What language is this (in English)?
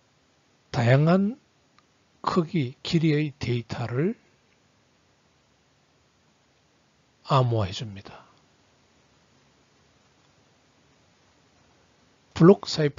Korean